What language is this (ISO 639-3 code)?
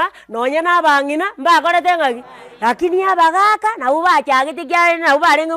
guz